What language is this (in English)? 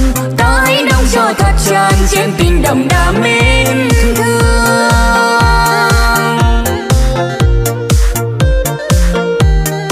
Vietnamese